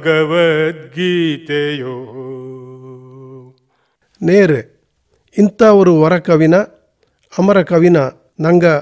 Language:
Kannada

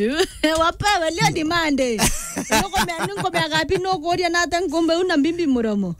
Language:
Meru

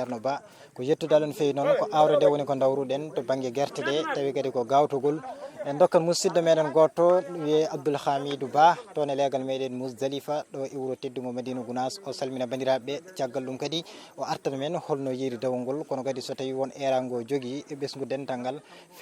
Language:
Fula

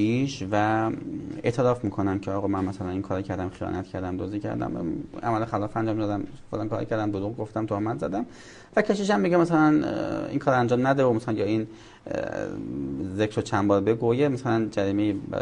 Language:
Persian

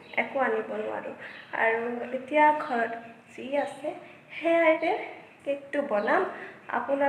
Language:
Assamese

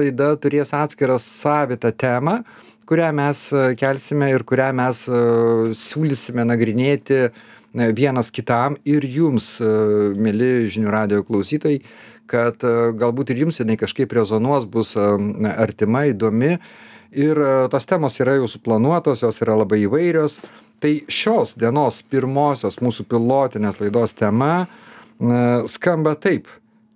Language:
Lithuanian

